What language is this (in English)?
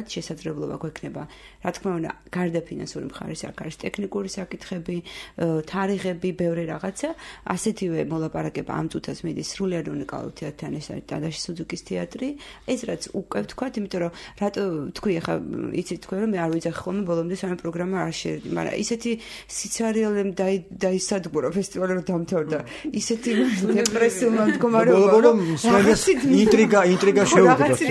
Georgian